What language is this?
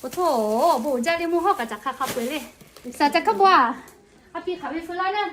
Lahu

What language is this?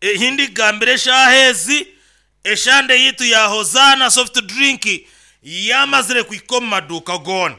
Nyankole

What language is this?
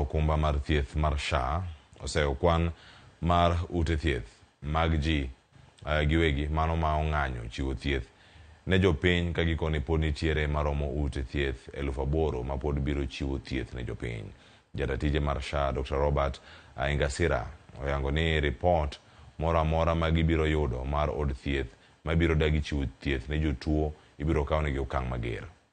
Luo (Kenya and Tanzania)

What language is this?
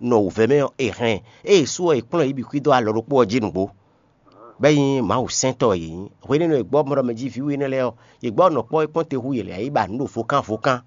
Fon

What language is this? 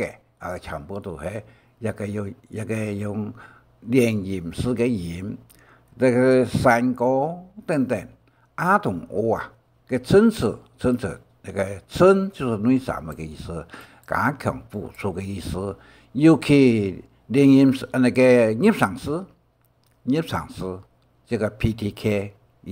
Hakka Chinese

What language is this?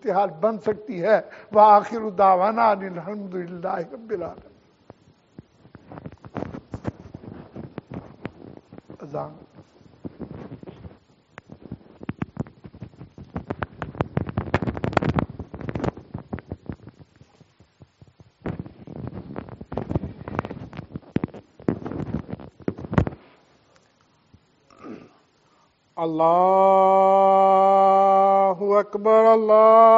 Urdu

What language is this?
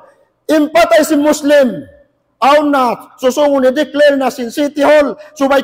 Tausug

